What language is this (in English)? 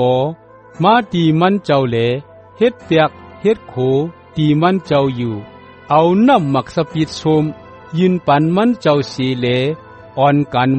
Shan